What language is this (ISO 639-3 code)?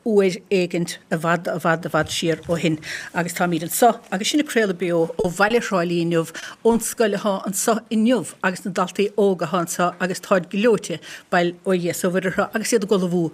gle